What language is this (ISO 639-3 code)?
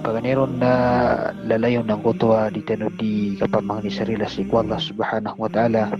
mrw